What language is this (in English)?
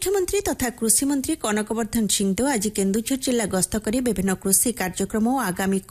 Odia